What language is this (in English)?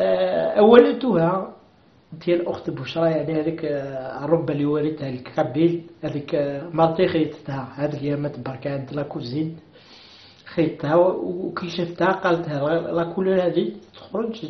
Algerian Arabic